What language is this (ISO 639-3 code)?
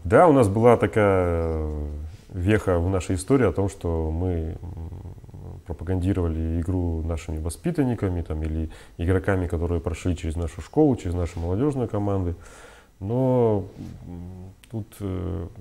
rus